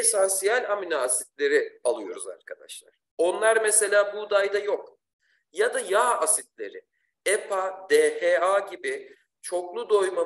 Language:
Turkish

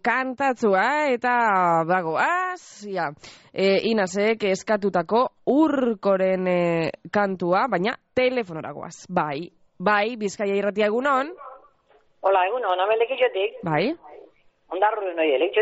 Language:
Basque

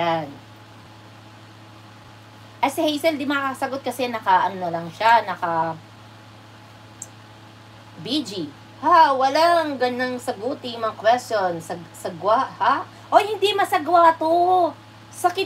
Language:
Filipino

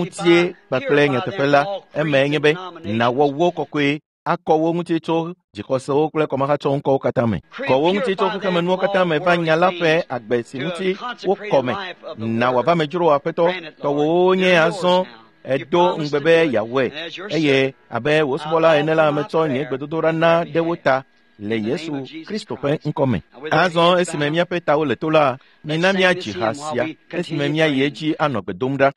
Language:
Ewe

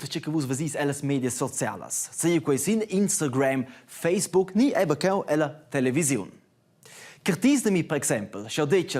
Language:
Romansh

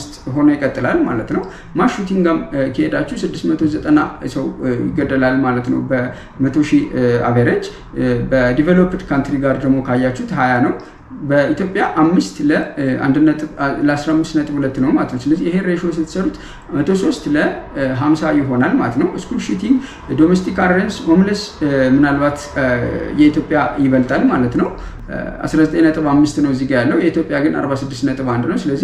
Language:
Amharic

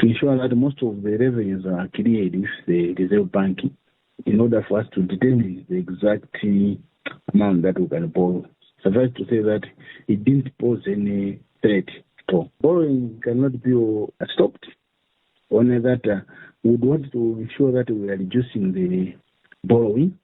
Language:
English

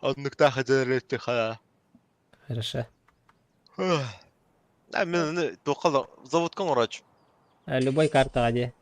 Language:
Yakut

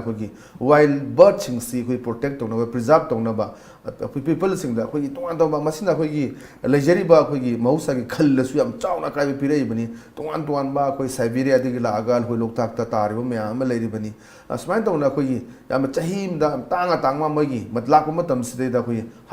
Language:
Manipuri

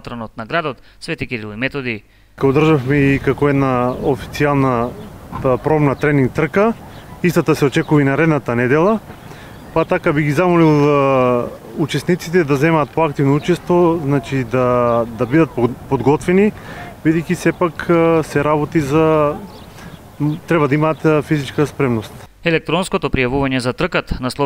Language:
Macedonian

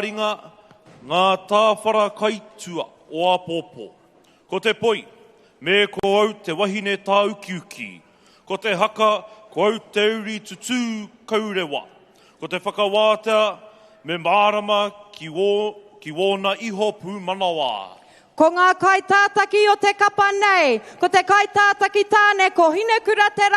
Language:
Māori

